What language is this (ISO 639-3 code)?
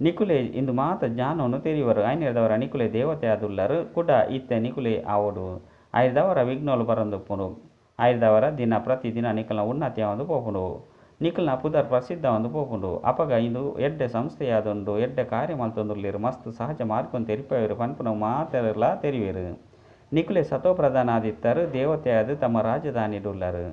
tcy